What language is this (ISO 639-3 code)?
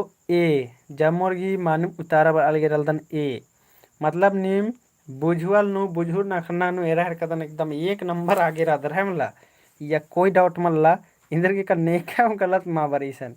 kru